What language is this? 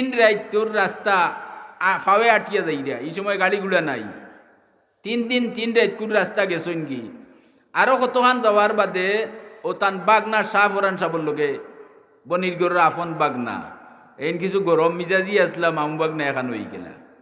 Sylheti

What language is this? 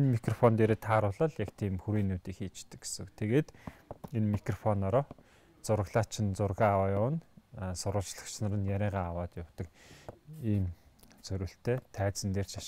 Mongolian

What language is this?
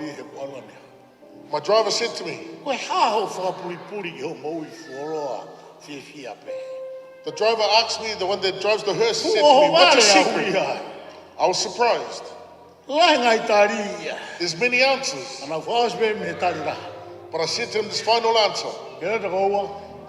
Tongan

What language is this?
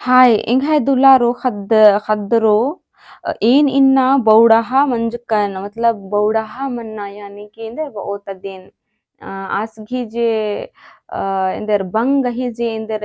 Kurukh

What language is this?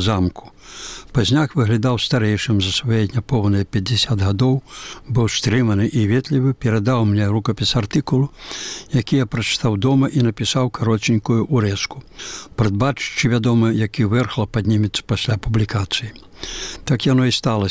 Belarusian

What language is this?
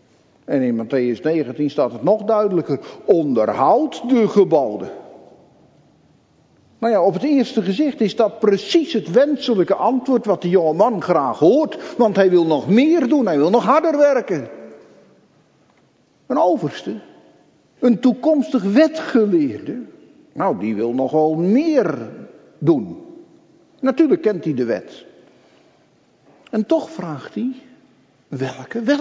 Dutch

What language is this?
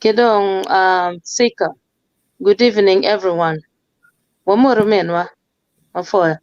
Acoli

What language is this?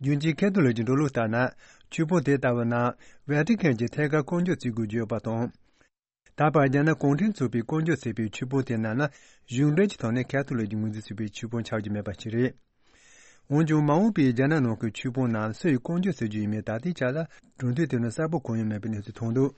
Tibetan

